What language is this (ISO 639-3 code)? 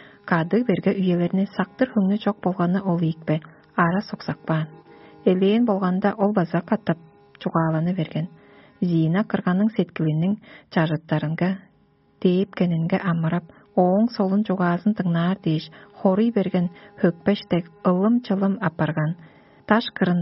tyv